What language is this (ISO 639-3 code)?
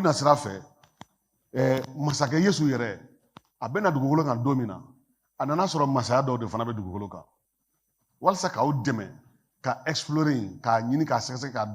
bam